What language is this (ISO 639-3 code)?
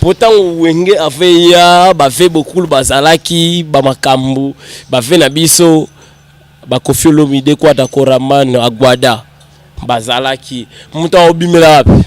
lin